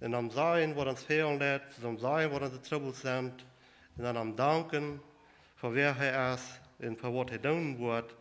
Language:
Plautdietsch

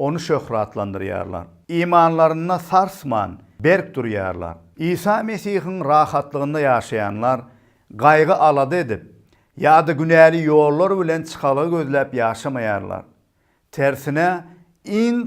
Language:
Turkmen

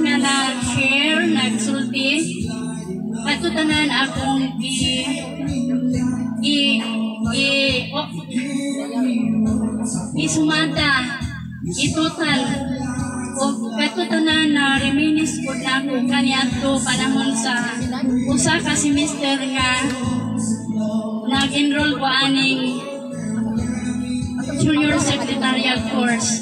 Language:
Cebuano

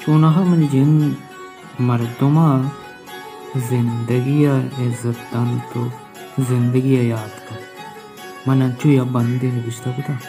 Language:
Baluchi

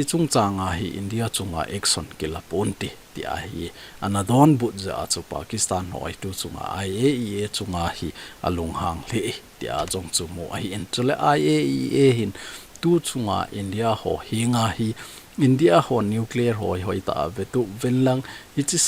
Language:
Thado Chin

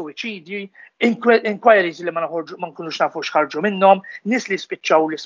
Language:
Maltese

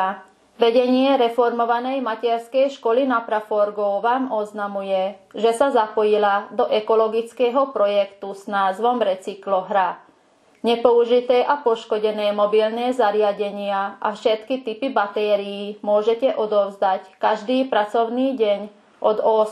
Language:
Slovak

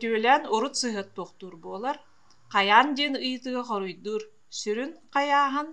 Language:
Yakut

